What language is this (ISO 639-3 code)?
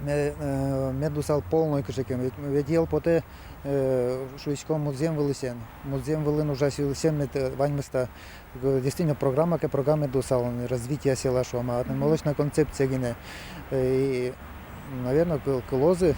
udm